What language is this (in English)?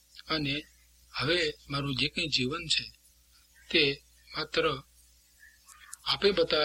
Gujarati